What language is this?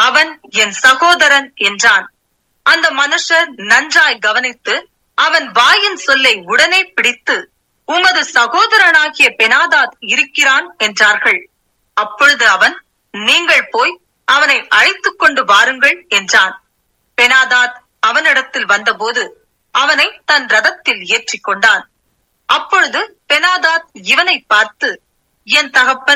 Tamil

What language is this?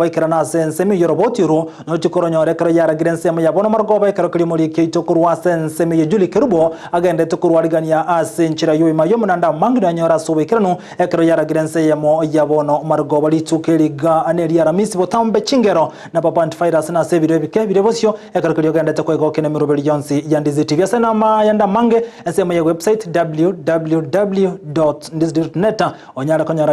Gusii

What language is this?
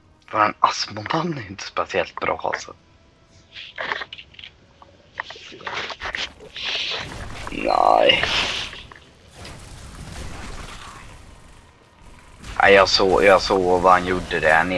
Swedish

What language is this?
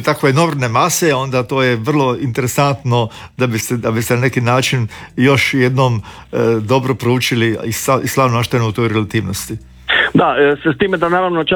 Croatian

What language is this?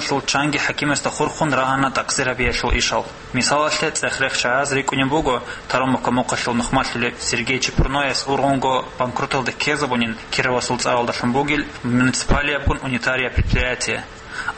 Avaric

